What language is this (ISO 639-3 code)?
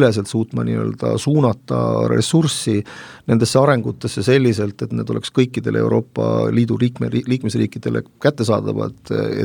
est